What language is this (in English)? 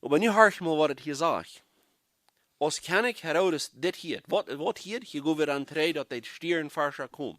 Plautdietsch